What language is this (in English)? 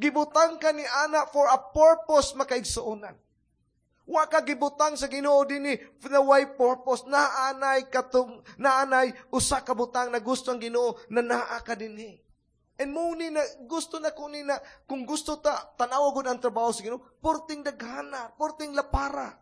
Cebuano